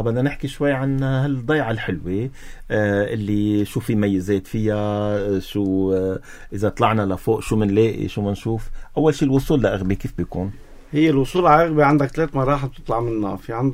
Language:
North Levantine Arabic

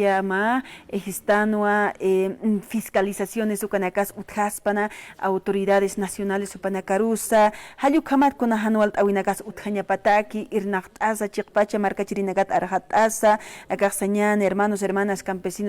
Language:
Aymara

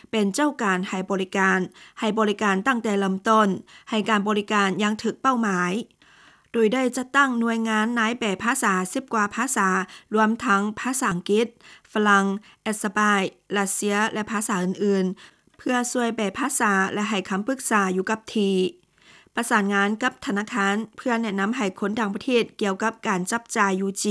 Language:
Lao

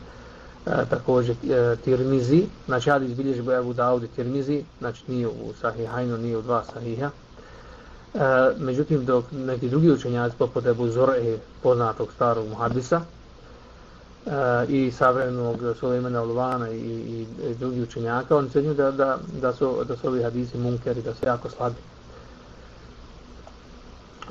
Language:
Bosnian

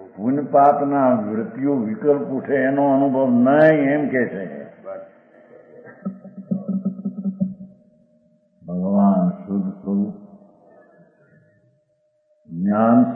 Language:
Gujarati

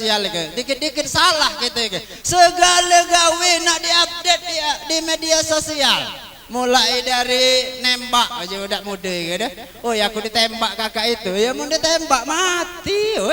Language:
Musi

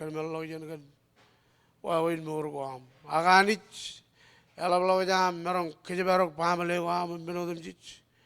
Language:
Marshallese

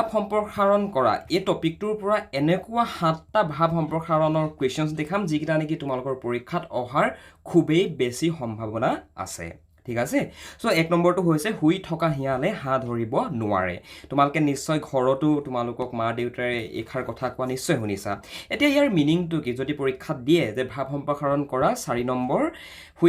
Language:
Assamese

